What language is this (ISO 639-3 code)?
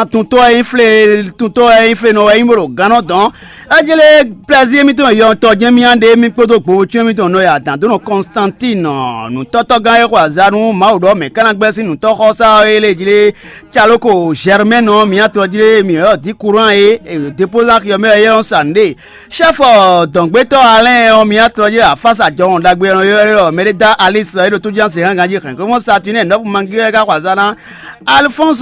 fon